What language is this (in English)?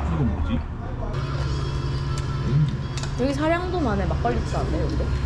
Korean